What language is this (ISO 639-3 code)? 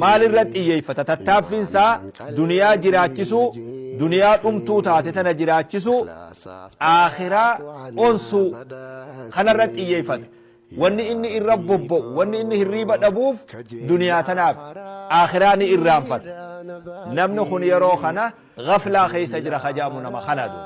orm